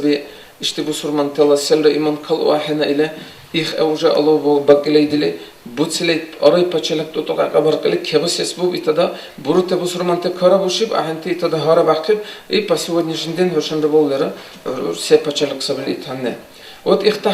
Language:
Dargwa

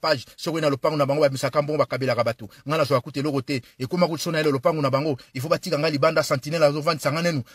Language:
Lingala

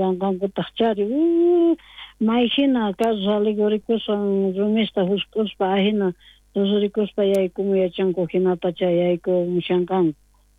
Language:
South Bolivian Quechua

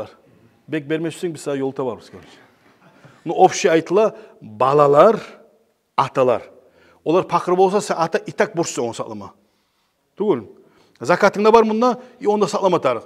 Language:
Kumyk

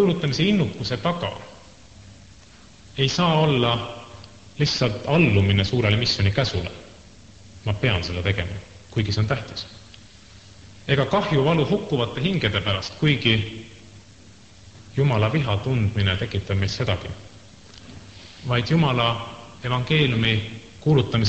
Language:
Estonian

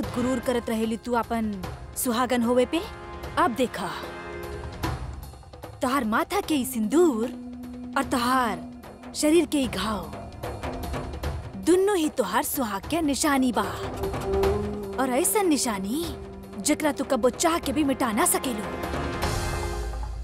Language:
Bhojpuri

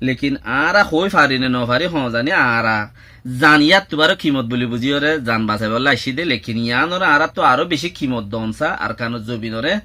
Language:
Rohingya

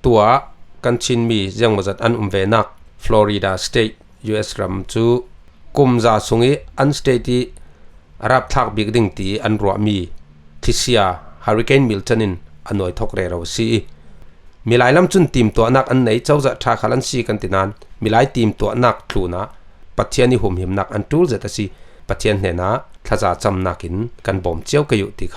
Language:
Falam Chin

